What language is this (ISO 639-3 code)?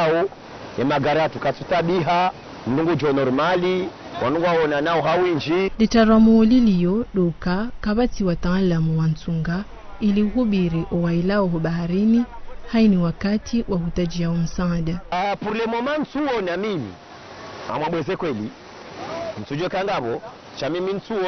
zdj